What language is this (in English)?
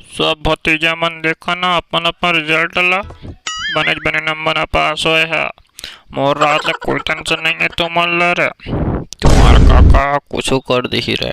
Chhattisgarhi